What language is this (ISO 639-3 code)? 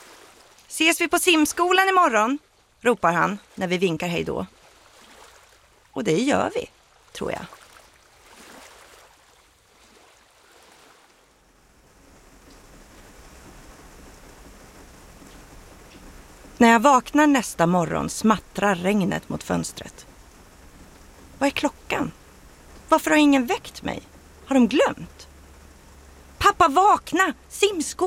swe